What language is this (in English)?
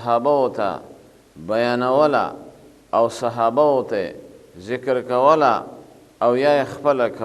Pashto